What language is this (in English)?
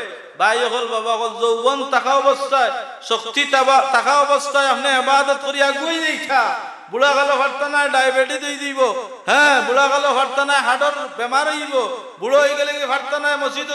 Sylheti